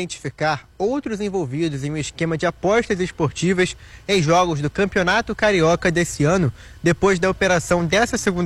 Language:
Portuguese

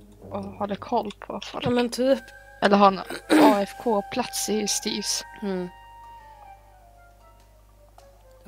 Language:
Swedish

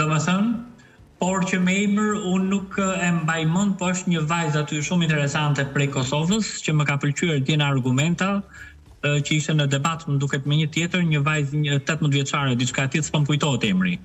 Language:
Albanian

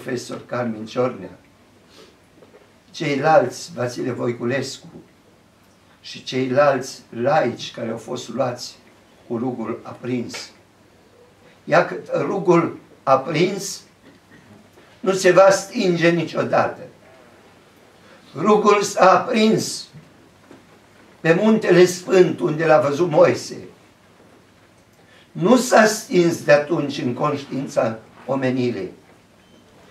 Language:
Romanian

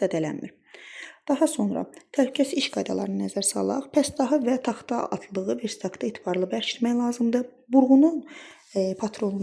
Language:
Azerbaijani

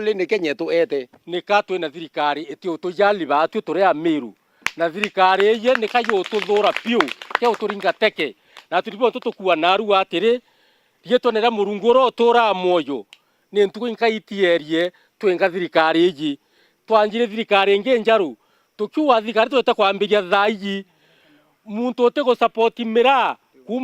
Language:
Meru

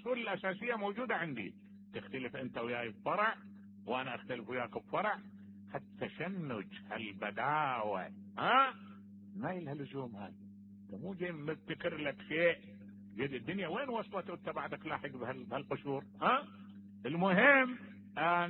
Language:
Mesopotamian Arabic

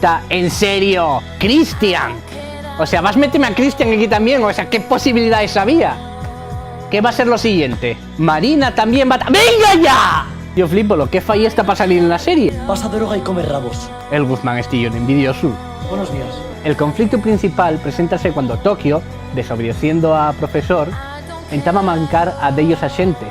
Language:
Asturian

